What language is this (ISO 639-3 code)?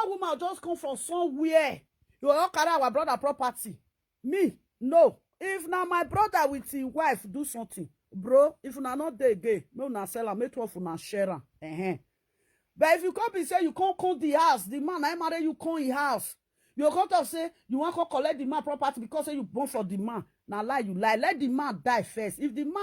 pcm